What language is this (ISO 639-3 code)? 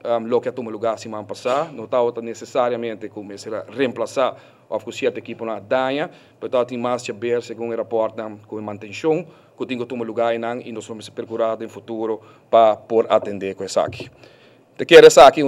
pap